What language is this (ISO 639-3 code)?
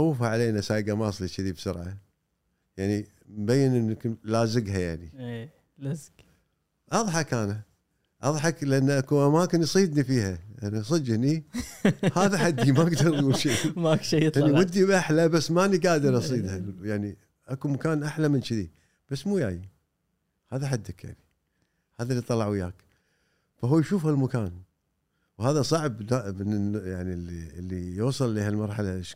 afb